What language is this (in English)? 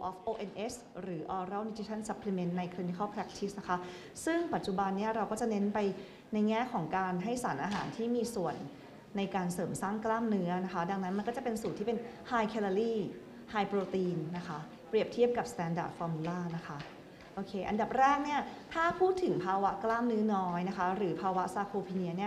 Thai